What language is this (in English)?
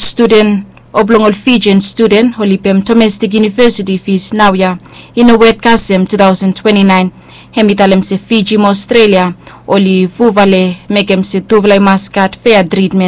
Bislama